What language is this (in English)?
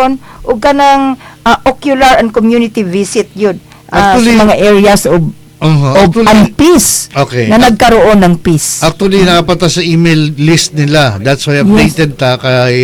Cebuano